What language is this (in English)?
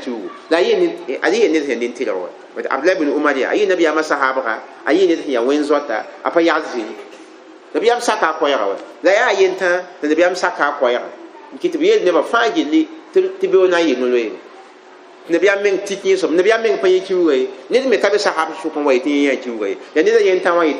Mossi